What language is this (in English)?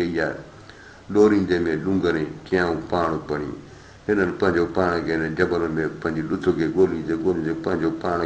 Sindhi